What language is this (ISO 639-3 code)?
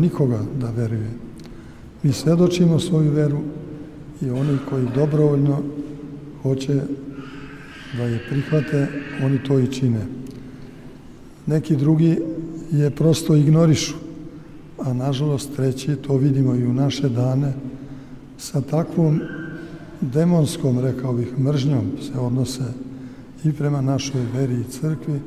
srp